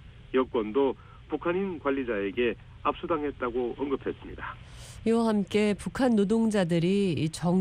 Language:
Korean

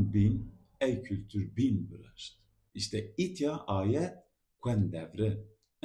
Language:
Zaza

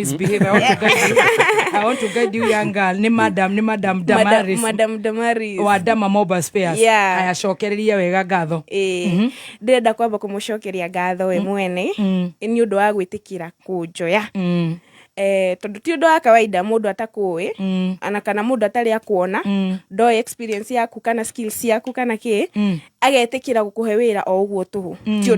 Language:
Kikuyu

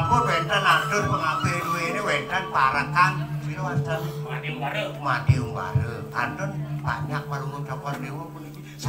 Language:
Balinese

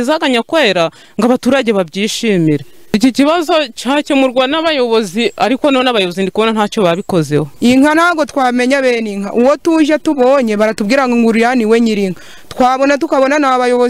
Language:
Kinyarwanda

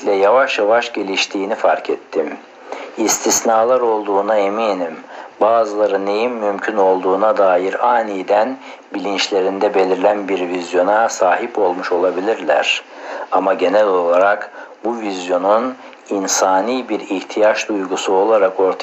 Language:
Turkish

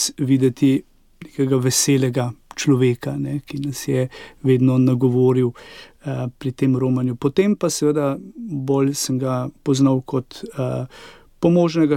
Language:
Slovenian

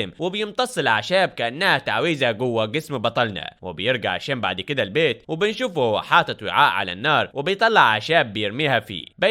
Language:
Egyptian Arabic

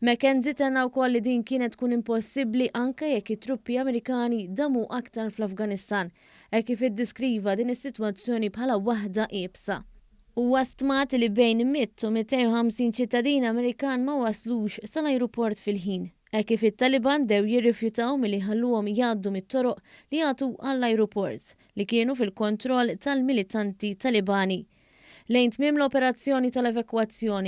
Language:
Maltese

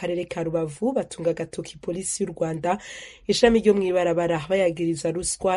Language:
Kinyarwanda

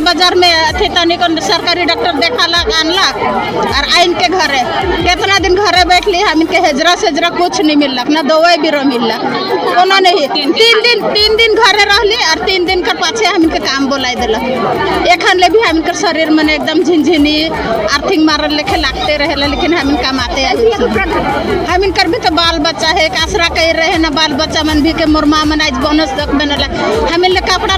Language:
Sadri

